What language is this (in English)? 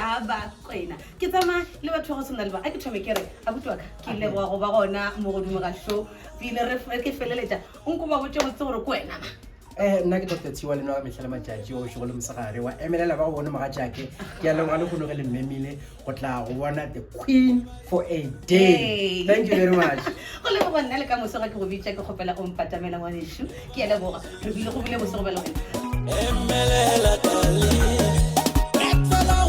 Northern Sotho